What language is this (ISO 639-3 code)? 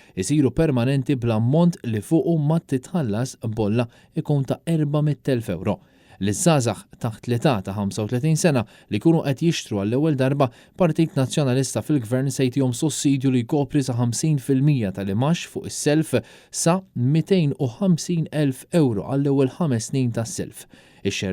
mlt